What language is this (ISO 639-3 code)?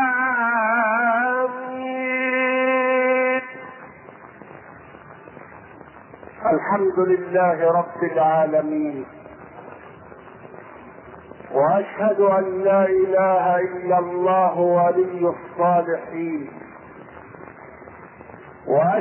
ara